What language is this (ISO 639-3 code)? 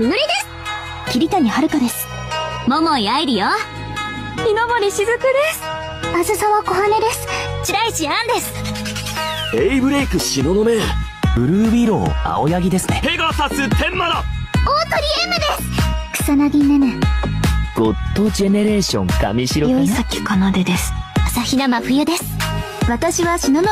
jpn